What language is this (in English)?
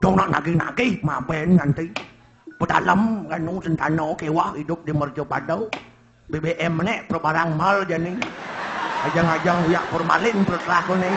Balinese